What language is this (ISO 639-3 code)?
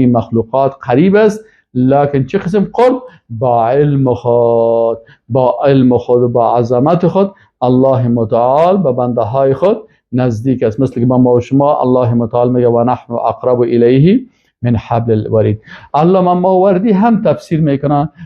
fas